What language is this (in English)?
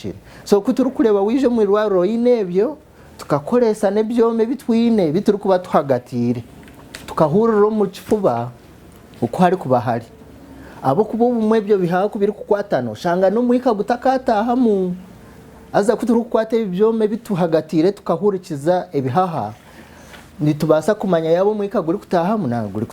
Nyankole